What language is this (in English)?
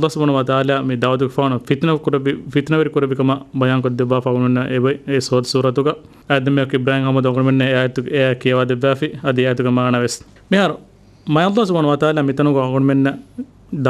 Divehi